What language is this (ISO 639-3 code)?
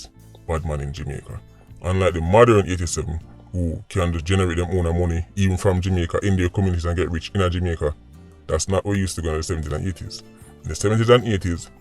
jam